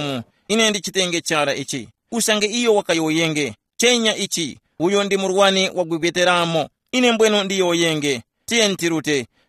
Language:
Tumbuka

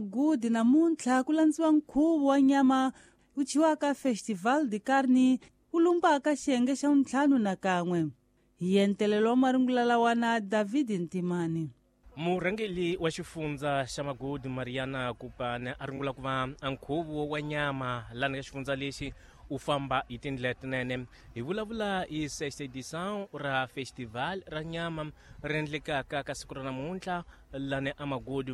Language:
Tsonga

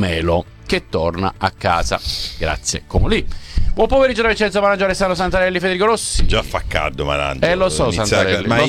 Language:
Italian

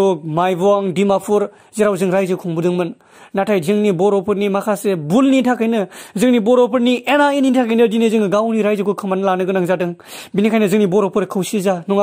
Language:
Bodo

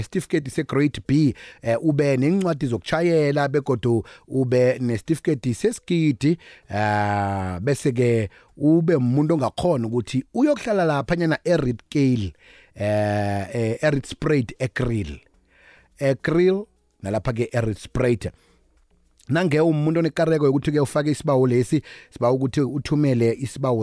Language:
South Ndebele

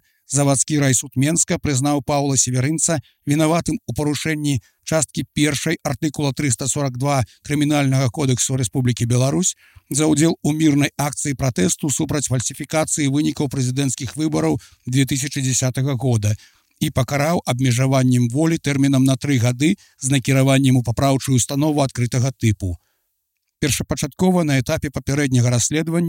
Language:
Belarusian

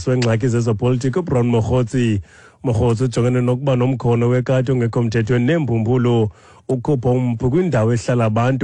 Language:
Xhosa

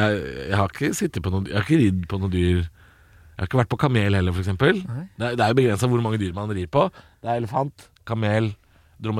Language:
Norwegian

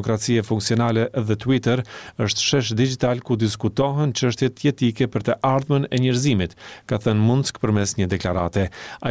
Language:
Albanian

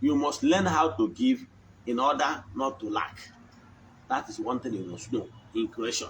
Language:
Igbo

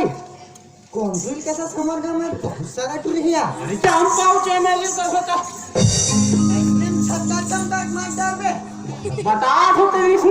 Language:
Chhattisgarhi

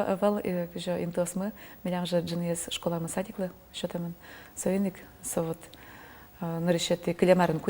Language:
Udmurt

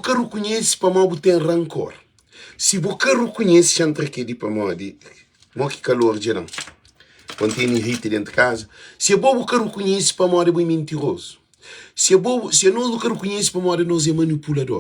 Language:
Kabuverdianu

